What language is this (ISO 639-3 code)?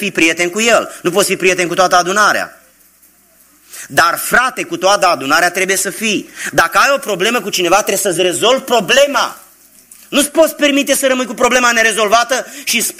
ron